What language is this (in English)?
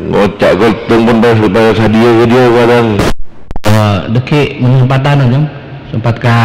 Madurese